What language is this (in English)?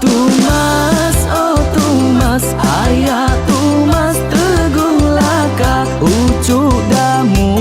Iban